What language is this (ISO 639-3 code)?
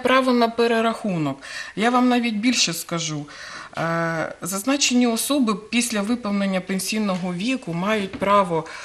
ukr